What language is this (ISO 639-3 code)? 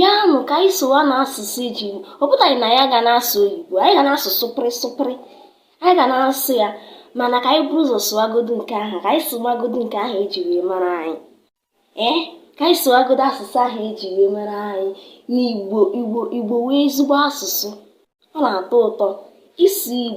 ibo